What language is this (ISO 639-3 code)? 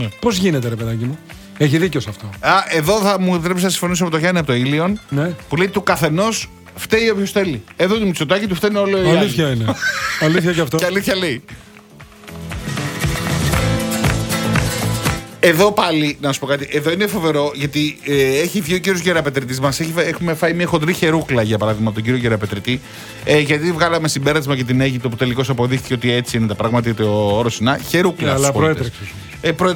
ell